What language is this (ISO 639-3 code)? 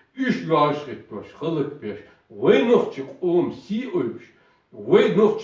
che